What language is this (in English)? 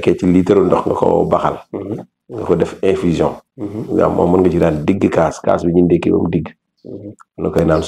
Wolof